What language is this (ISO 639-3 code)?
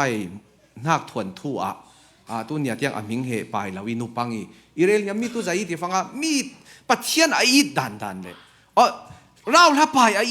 cfm